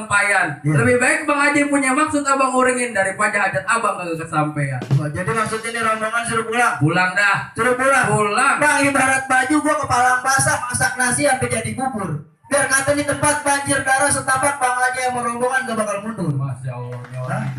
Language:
Betawi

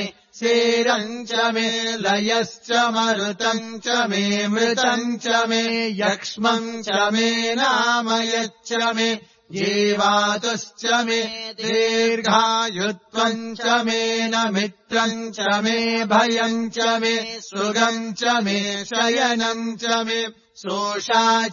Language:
Sanskrit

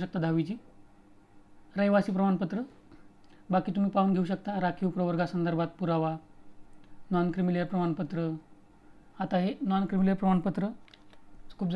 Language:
Marathi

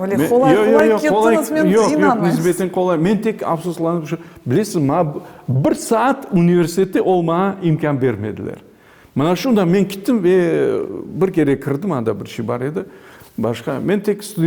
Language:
Crimean Tatar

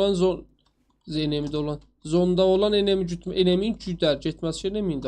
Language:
South Azerbaijani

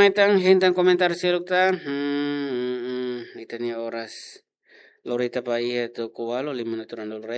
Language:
Tetum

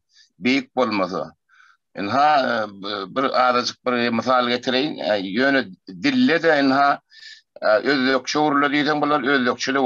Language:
Turkmen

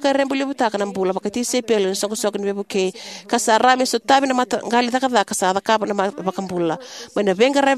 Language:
Fijian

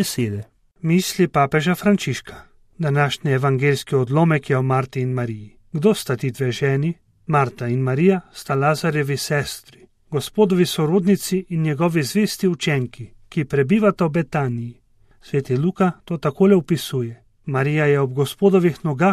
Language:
Slovenian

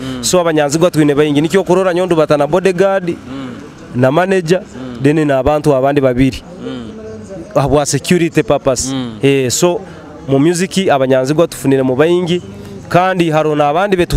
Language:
Nyoro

